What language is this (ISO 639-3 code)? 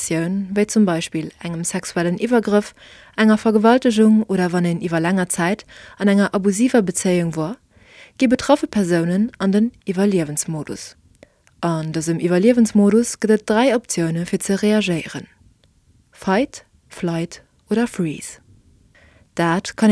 ltz